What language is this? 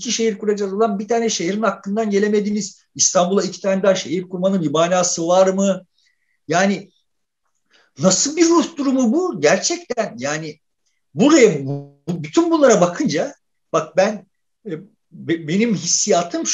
Turkish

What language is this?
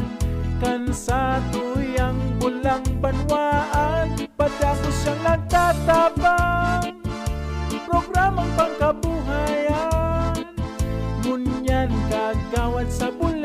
Bikol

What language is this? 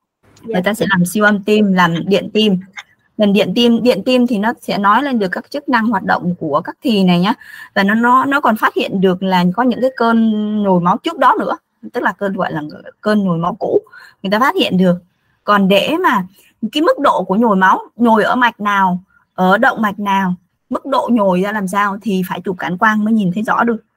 Vietnamese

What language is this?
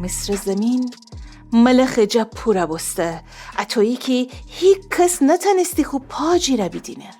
Gilaki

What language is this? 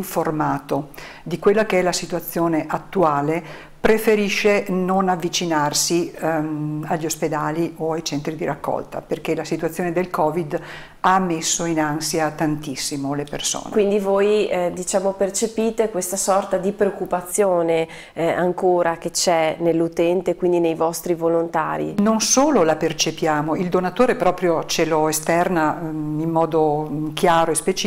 Italian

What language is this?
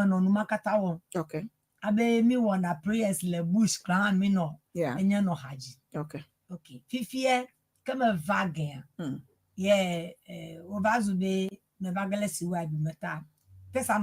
Ewe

